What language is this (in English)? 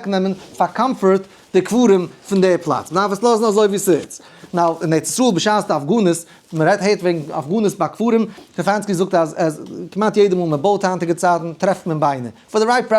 Yiddish